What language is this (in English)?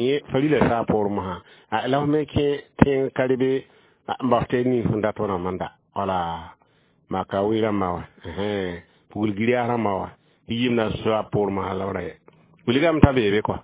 Mossi